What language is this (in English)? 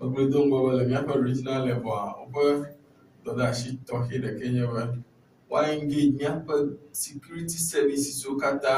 Ewe